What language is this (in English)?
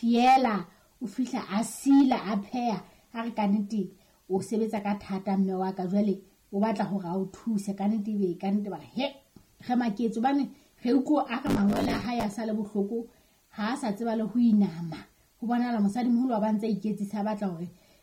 Southern Sotho